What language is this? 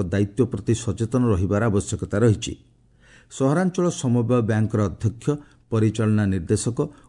Odia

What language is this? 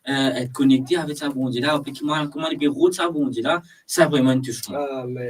Morisyen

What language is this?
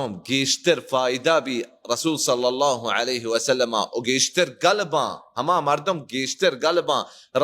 Baluchi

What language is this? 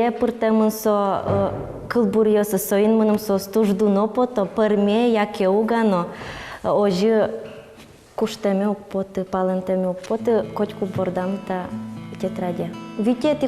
Udmurt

